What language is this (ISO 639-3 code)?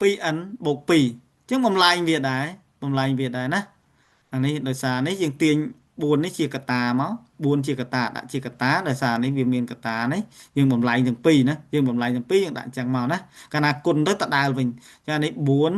khm